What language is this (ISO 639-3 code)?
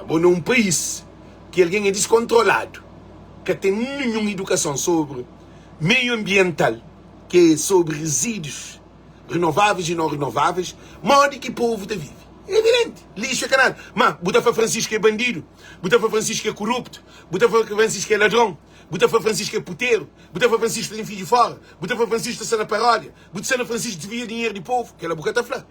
kea